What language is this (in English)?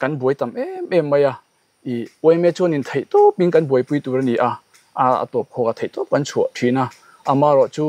Mizo